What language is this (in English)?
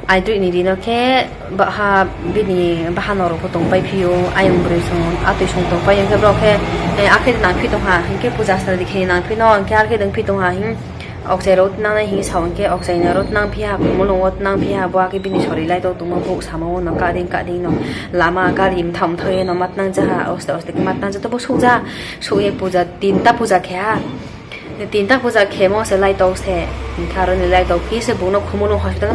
Riang (India)